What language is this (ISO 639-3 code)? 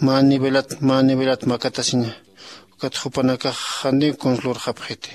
aym